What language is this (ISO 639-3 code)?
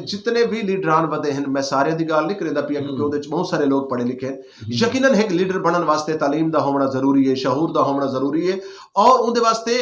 skr